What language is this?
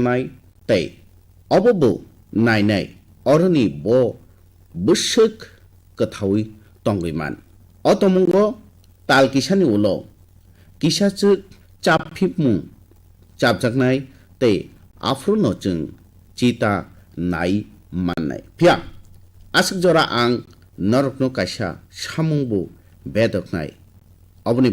Kok Borok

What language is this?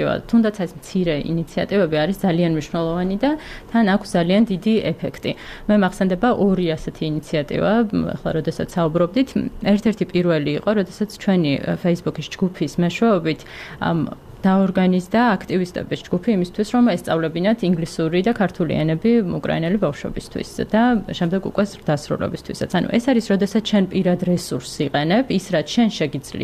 Georgian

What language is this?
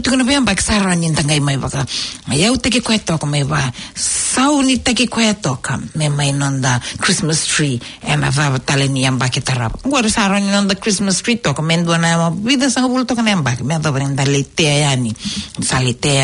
Fijian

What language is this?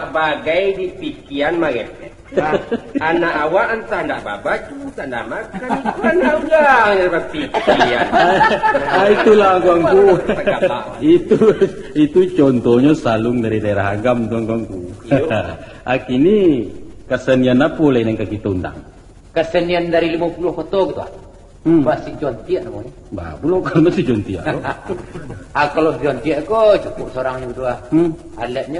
Minangkabau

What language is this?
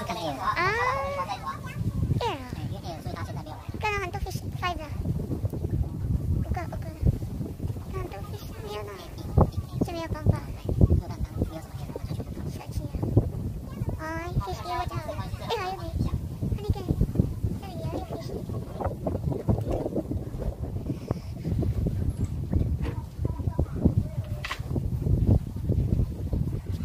Chinese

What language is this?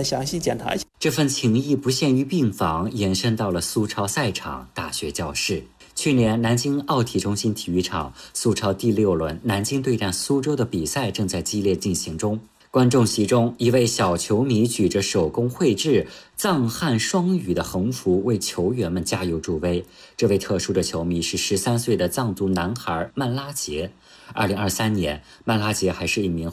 Chinese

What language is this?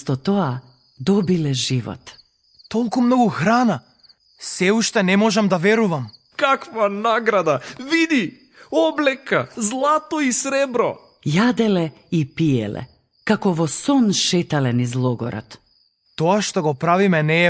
Macedonian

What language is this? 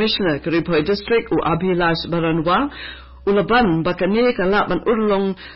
Khasi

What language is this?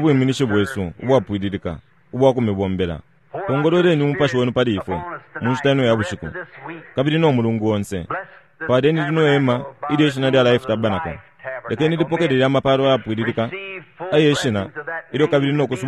Bemba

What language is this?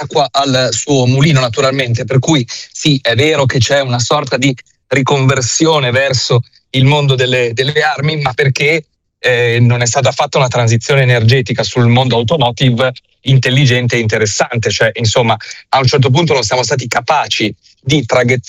Italian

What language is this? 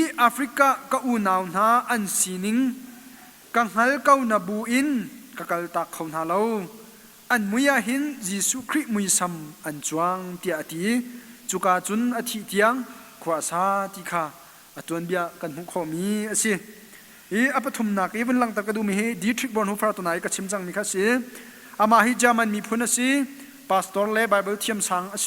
Hakha Chin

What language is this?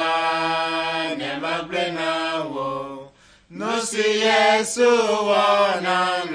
Ewe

